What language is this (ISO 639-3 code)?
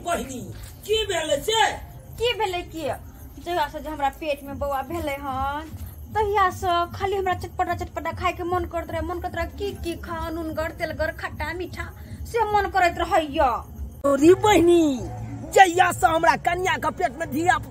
mai